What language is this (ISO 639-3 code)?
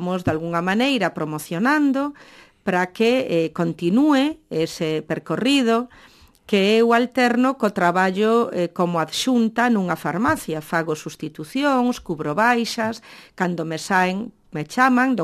glg